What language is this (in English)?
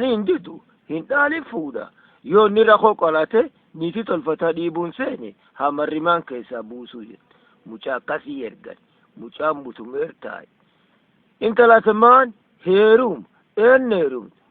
Oromo